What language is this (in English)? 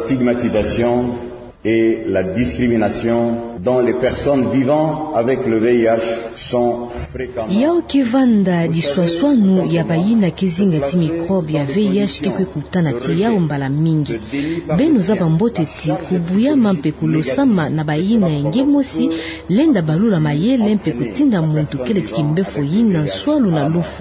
Kituba (Democratic Republic of Congo)